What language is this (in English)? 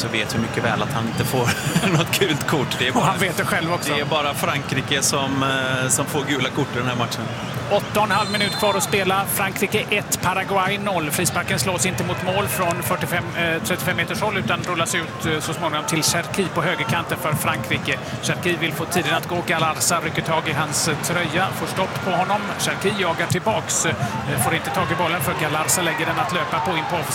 Swedish